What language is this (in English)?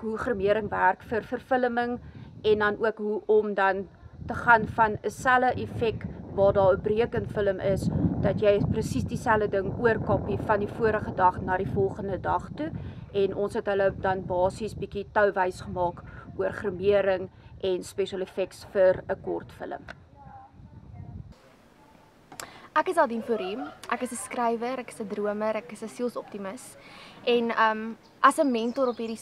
Afrikaans